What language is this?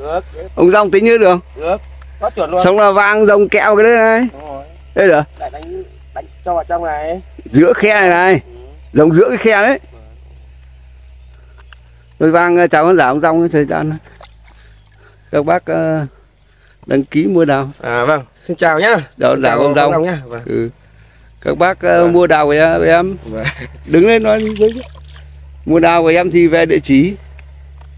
Vietnamese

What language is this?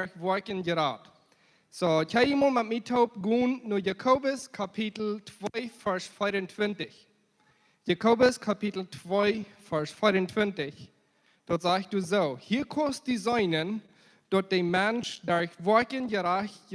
Plautdietsch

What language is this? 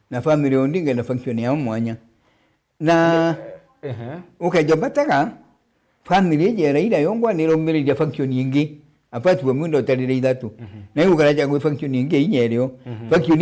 Meru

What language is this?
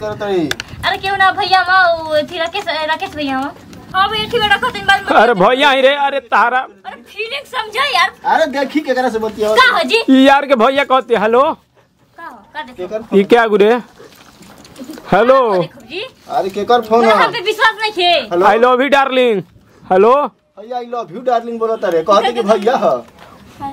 Bhojpuri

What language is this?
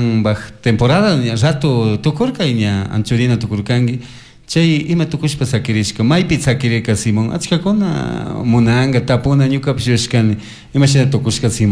Chimborazo Highland Quichua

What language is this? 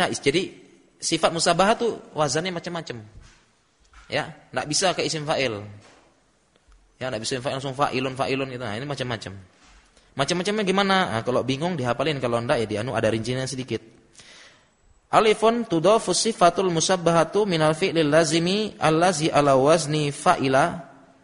Indonesian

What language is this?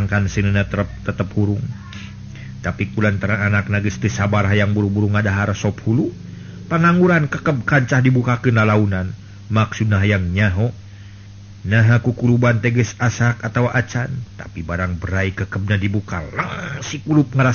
Sundanese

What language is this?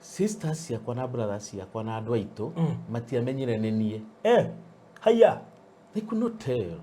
Kikuyu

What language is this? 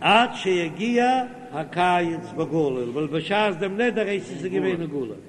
Yiddish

